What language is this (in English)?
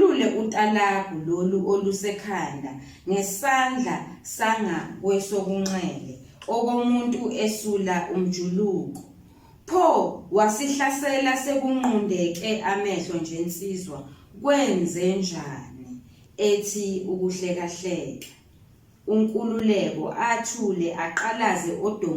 Zulu